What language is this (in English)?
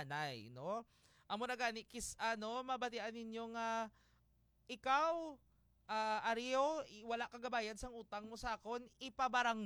Hiligaynon